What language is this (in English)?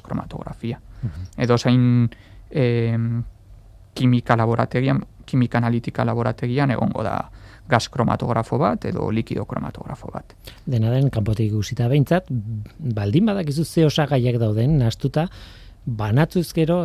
Basque